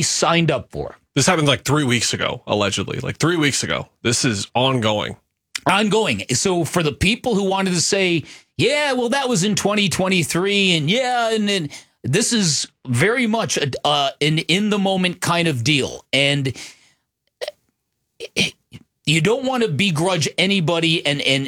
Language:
English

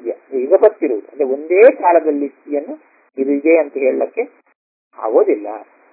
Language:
Kannada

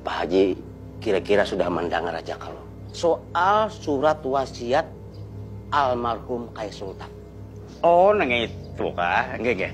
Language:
Banjar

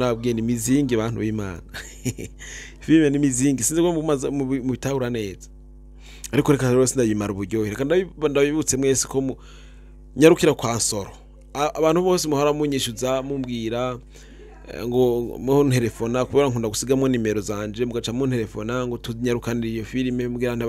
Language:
Rundi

